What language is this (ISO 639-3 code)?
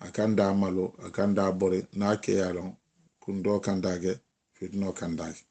man